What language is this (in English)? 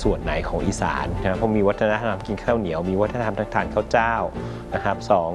Thai